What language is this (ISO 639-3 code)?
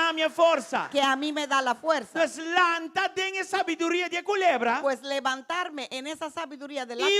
pap